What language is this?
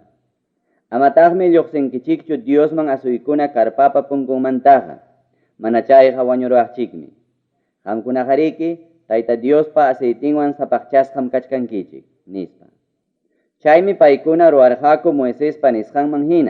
Ayacucho Quechua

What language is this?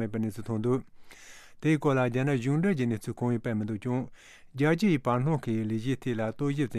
Tibetan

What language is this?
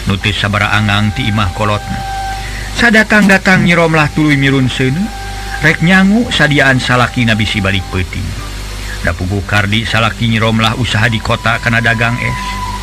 Sundanese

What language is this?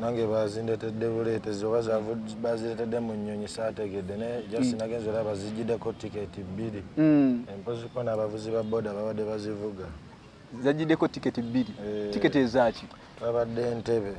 Ganda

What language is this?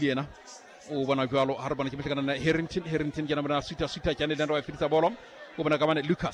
Southern Sotho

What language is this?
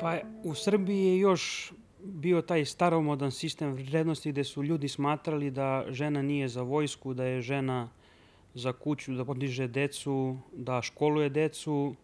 Serbian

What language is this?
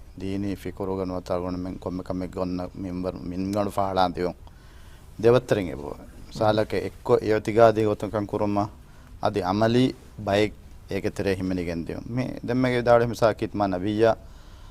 Divehi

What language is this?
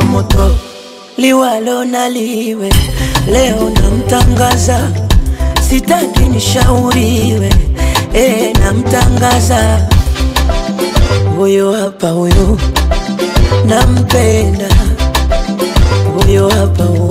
Swahili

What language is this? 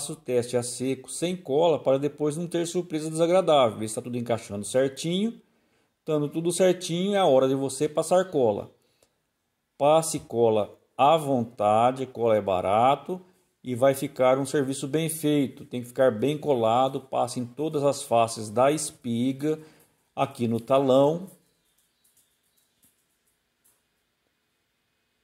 Portuguese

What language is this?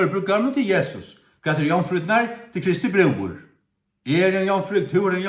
Faroese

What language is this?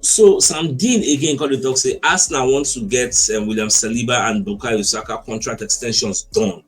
Nigerian Pidgin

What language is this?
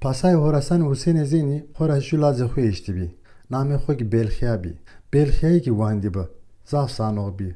Zaza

